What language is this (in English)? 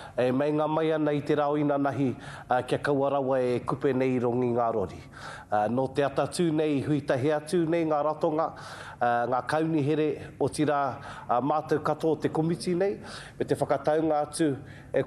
Māori